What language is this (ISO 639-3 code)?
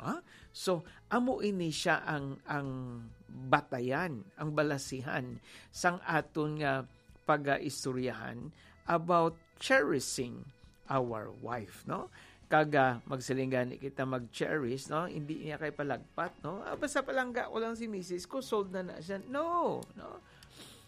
hil